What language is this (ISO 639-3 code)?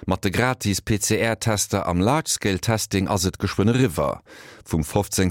ltz